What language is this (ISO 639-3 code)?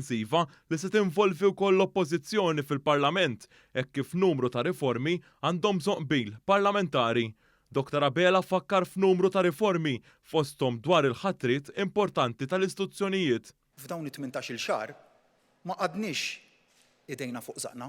mlt